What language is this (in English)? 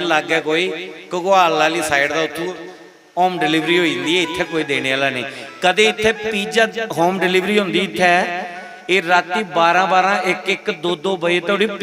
Dogri